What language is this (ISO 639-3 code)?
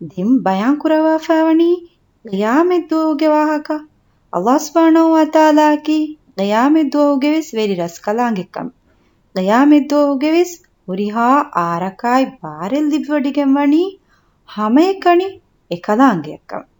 div